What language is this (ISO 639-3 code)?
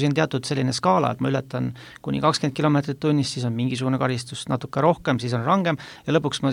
est